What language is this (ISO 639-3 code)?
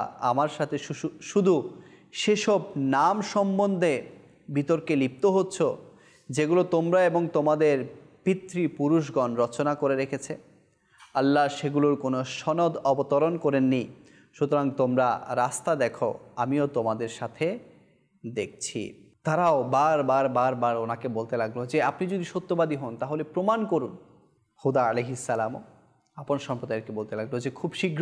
ben